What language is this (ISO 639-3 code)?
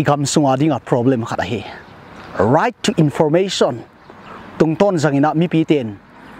pck